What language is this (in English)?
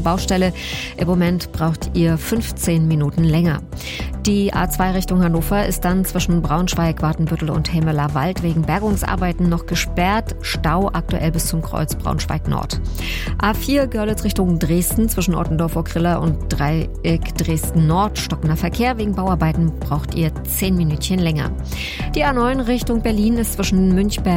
German